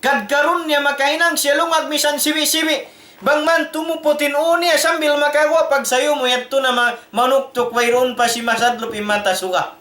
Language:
Tausug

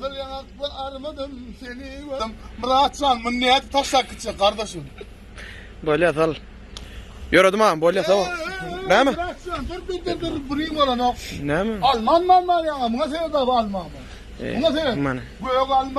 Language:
Turkmen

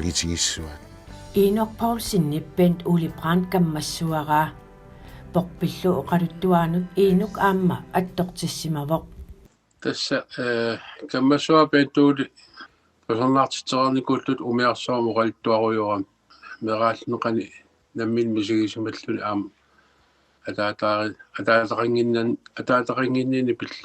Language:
Kalaallisut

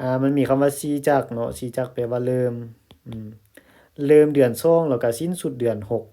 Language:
Lao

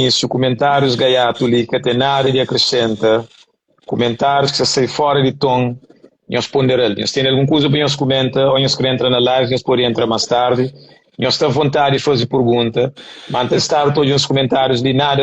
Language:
Kabuverdianu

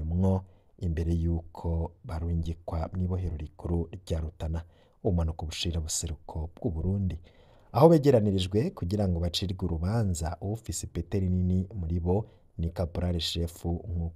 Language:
Rundi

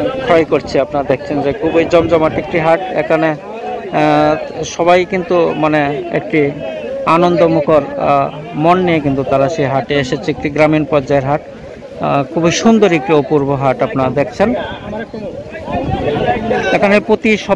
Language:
Bangla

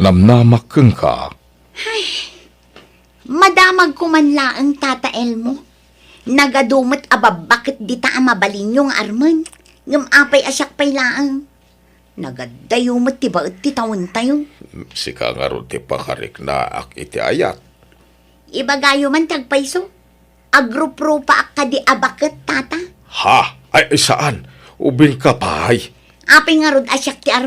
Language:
Iloko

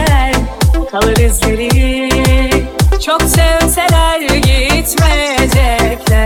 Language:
Turkish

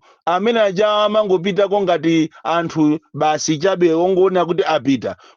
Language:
Nyanja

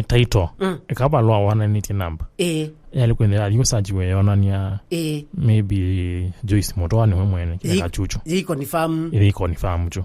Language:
Kamba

